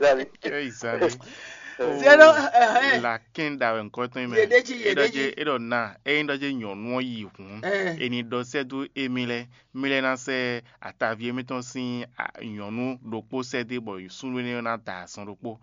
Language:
Fon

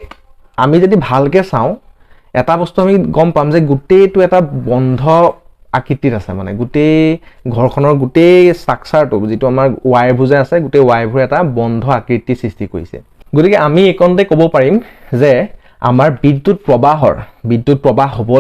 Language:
Assamese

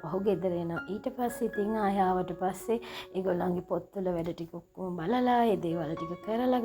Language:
Sinhala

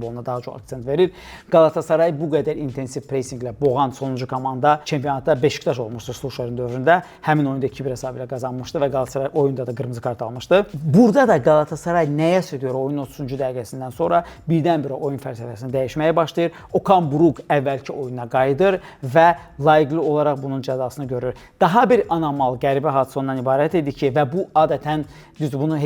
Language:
Azerbaijani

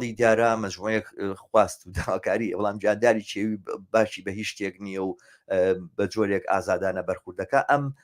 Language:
Central Kurdish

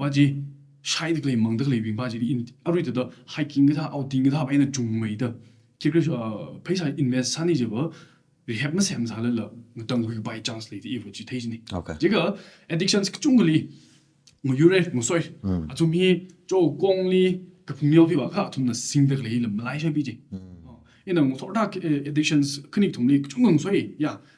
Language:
Tangkhul Naga (India)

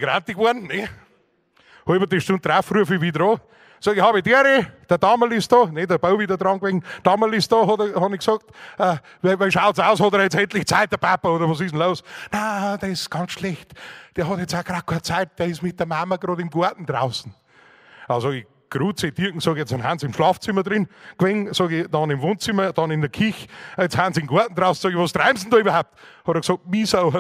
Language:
Bavarian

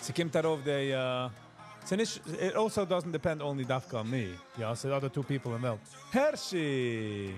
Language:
Yiddish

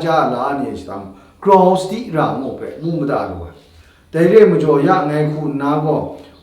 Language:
Kachin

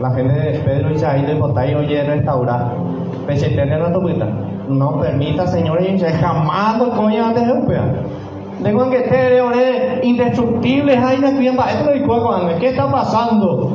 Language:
Guarani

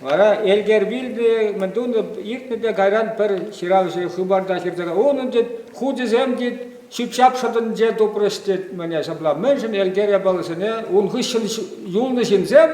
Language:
Chuvash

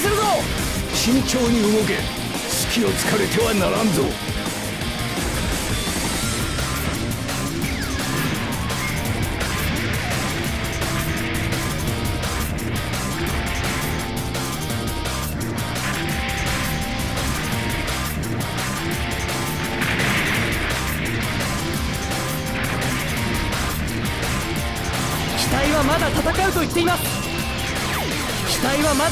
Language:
Japanese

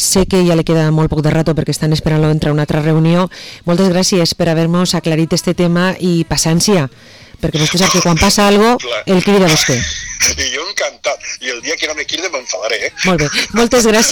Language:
Catalan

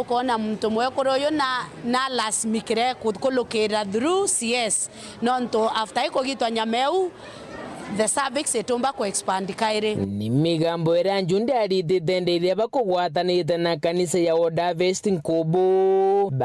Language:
Meru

